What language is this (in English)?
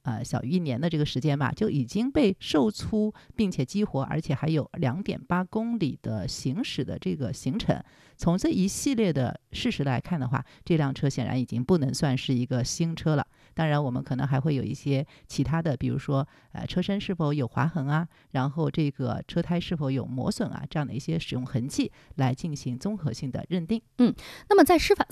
Chinese